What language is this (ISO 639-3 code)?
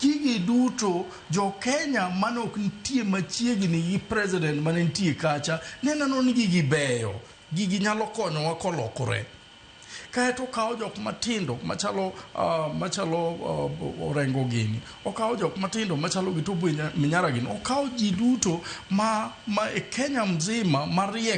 luo